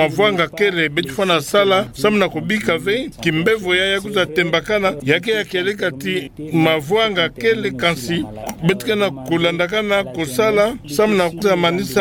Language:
Kituba (Democratic Republic of Congo)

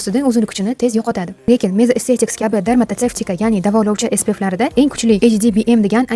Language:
Uzbek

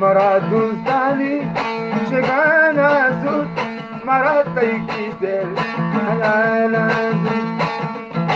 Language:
Eastern Balochi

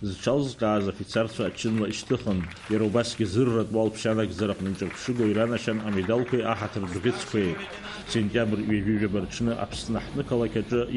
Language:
Abkhazian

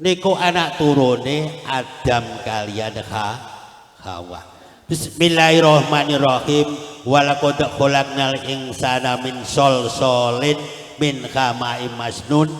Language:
Javanese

